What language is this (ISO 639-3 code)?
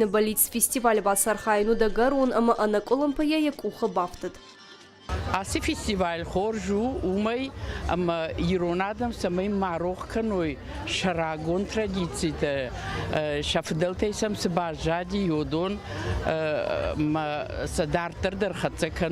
oss